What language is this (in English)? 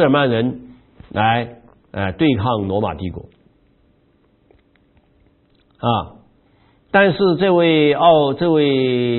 Chinese